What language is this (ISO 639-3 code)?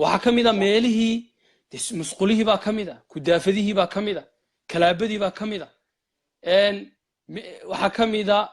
som